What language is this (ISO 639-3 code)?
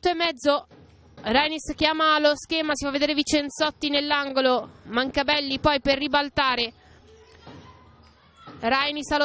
ita